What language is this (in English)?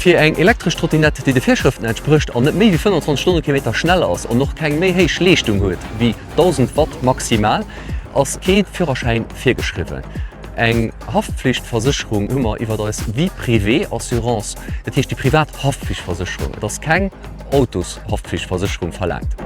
Luxembourgish